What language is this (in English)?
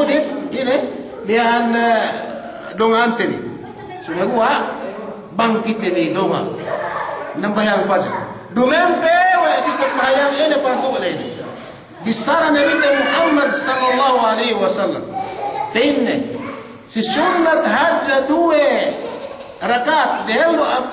Yakan